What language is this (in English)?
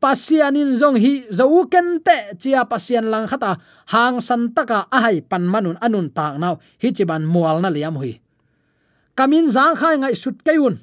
Tedim Chin